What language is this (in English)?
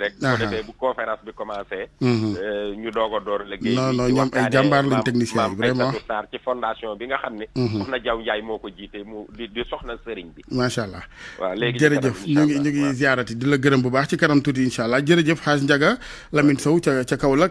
Wolof